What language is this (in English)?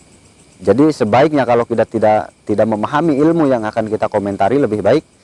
Indonesian